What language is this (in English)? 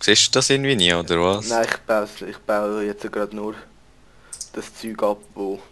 Swiss German